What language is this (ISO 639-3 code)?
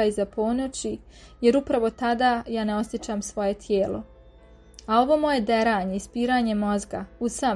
srp